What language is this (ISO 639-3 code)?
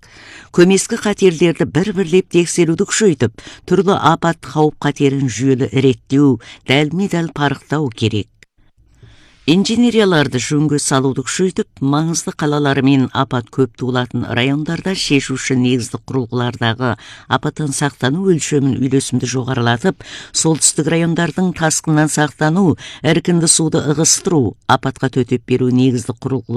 kaz